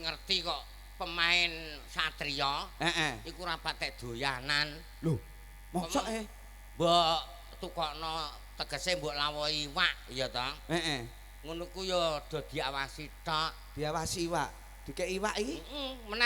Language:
Javanese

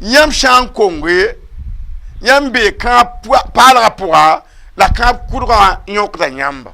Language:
Mossi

